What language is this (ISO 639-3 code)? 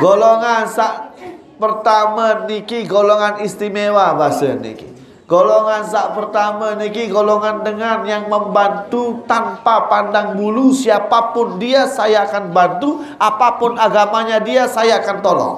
sas